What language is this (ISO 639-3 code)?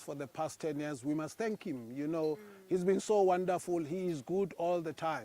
ven